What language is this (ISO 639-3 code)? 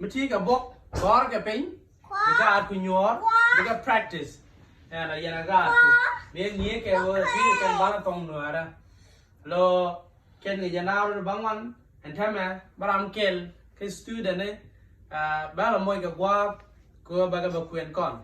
nus